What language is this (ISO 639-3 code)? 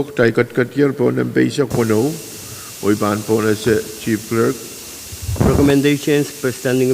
pon